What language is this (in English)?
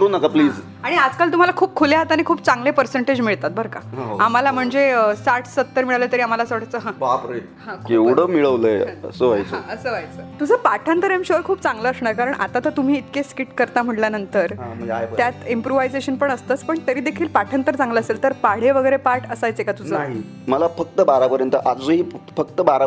Marathi